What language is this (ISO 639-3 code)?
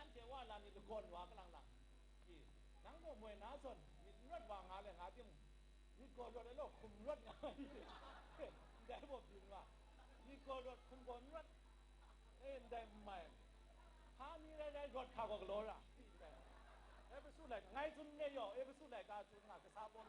kac